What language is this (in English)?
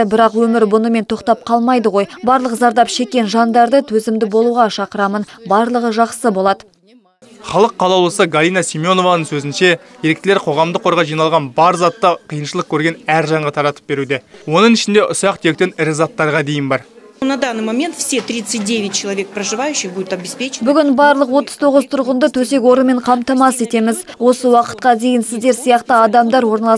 Kazakh